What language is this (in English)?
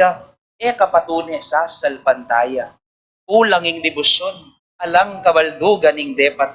Pampanga